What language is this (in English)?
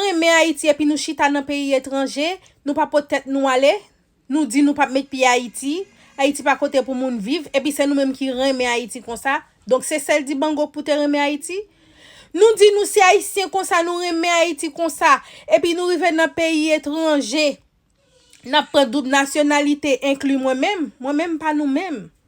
Haitian Creole